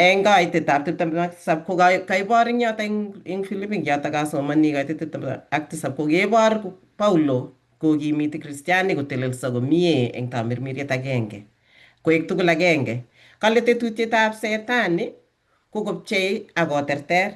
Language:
Kalenjin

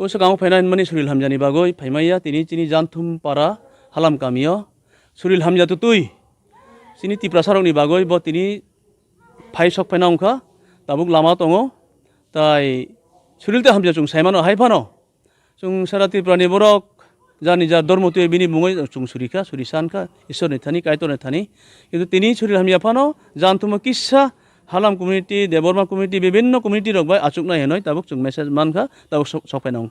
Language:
Kok Borok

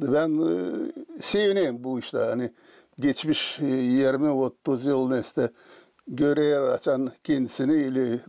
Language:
Gagauz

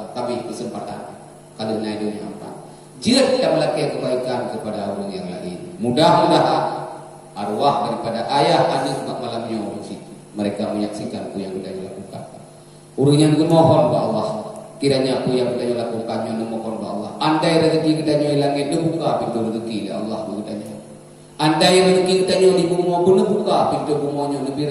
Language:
Achinese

